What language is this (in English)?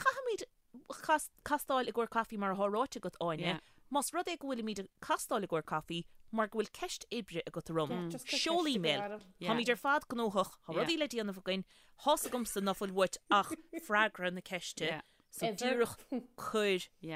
Irish